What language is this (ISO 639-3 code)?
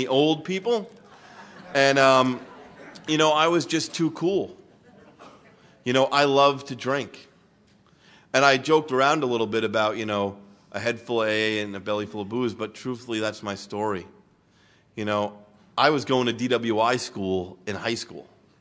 eng